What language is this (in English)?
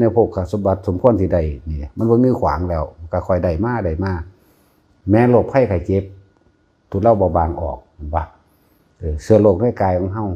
Northeastern Thai